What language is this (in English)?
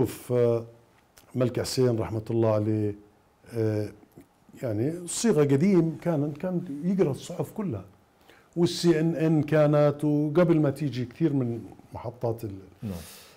Mesopotamian Arabic